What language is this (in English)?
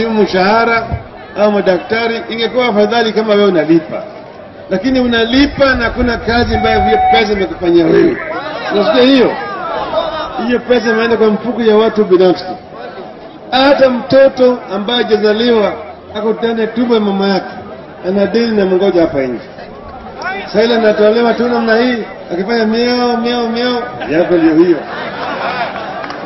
Swahili